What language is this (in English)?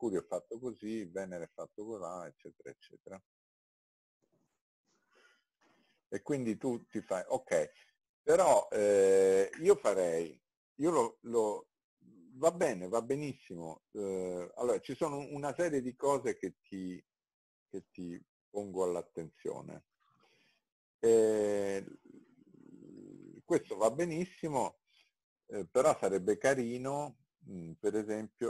Italian